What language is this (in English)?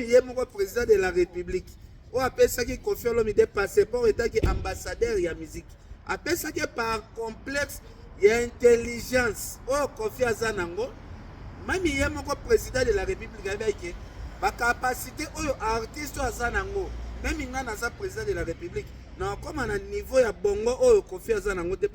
Lingala